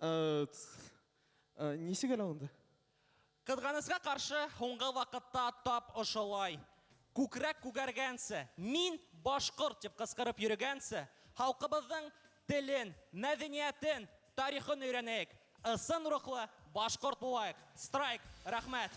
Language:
Bashkir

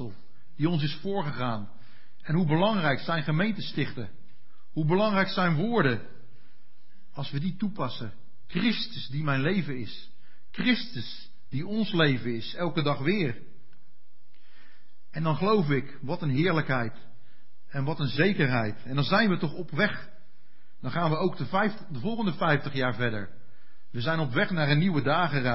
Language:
Dutch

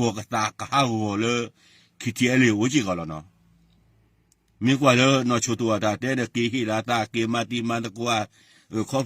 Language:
S'gaw Karen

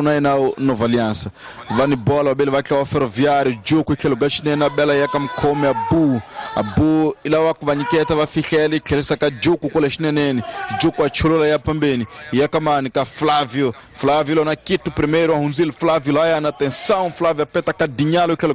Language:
Tsonga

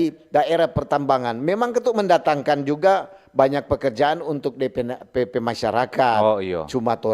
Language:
Manado Malay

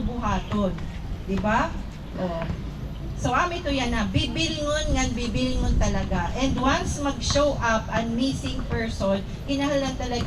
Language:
Waray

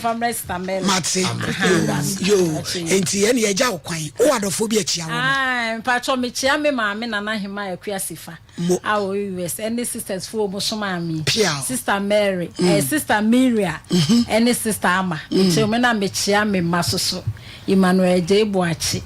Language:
Akan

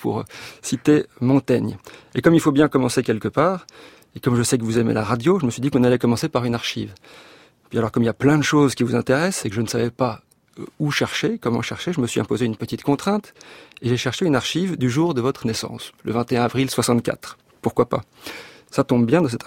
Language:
French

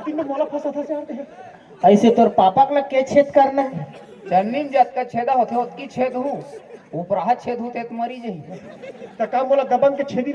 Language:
Chhattisgarhi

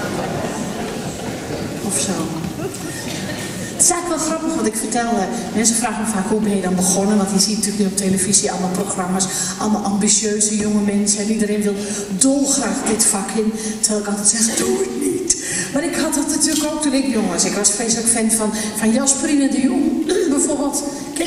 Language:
Dutch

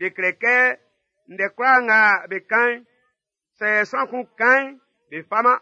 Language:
Baoulé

